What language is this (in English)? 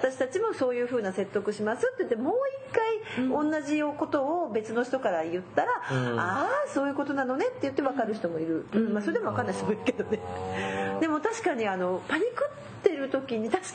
Japanese